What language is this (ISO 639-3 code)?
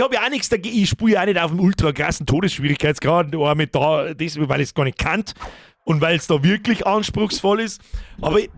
bar